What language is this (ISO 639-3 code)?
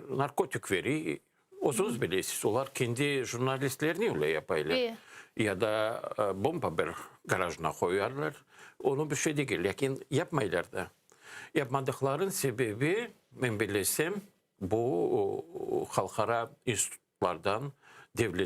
crh